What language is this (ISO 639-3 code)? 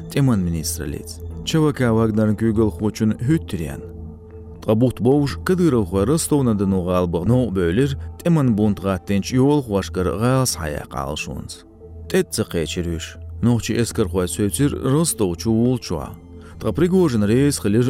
che